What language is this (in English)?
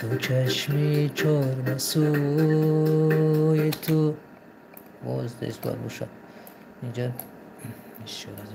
Tajik